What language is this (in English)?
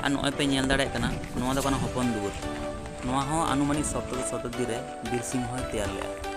Santali